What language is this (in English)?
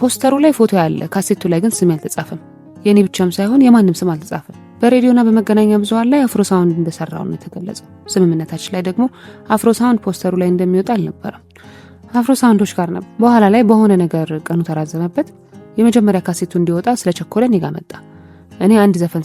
Amharic